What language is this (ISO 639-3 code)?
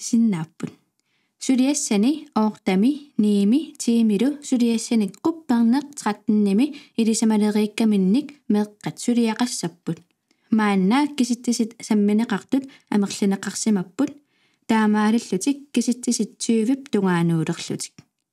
kal